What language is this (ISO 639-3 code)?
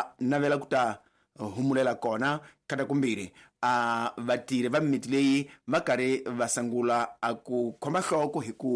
tso